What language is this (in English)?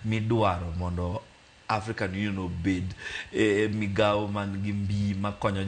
Luo (Kenya and Tanzania)